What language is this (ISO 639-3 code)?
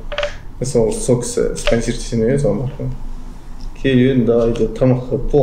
kaz